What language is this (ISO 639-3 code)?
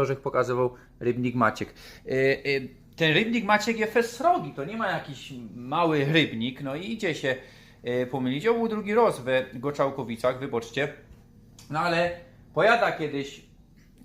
szl